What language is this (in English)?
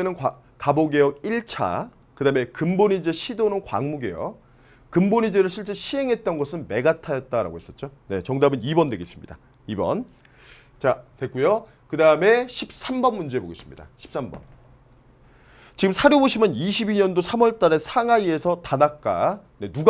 Korean